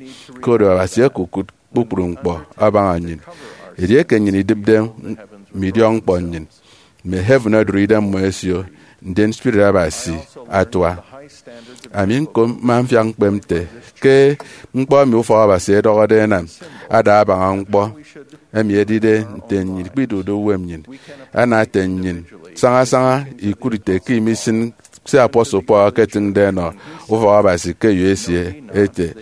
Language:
Efik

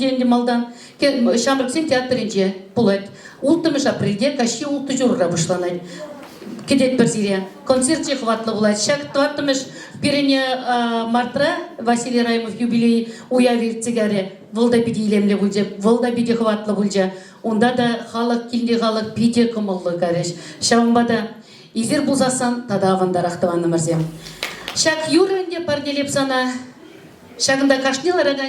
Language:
Chuvash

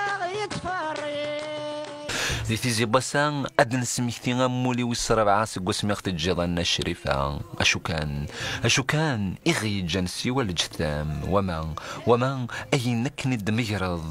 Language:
Kabyle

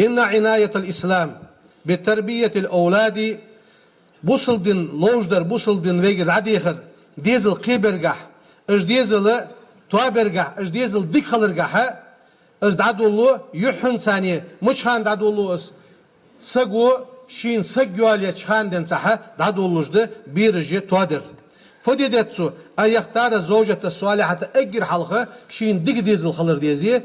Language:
Ingush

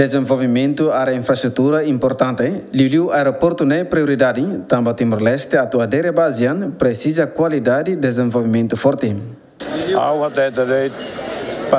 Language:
Tetum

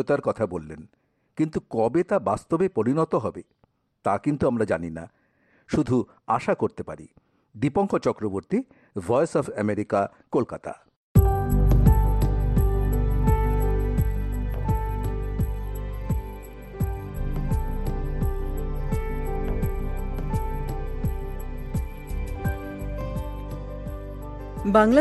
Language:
Bangla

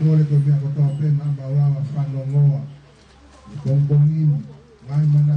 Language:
Tongan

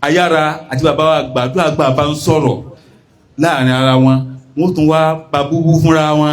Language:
Yoruba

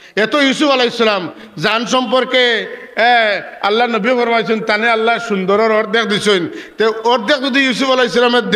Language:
Sylheti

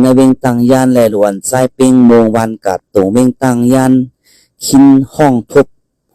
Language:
Shan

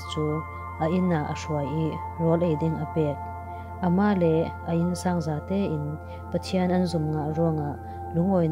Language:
Falam Chin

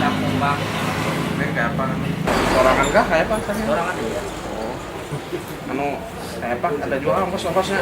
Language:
Banjar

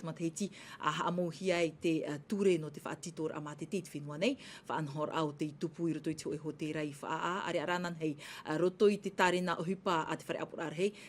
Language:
Tahitian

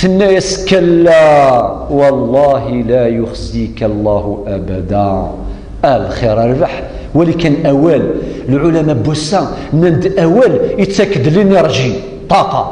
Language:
Kabyle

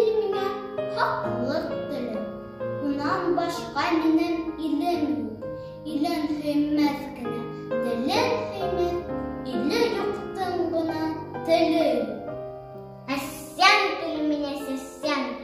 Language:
Bashkir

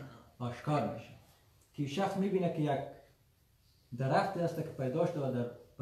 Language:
Persian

